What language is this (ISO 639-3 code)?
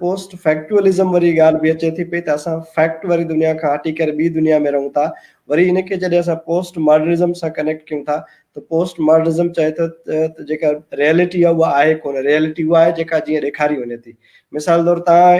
snd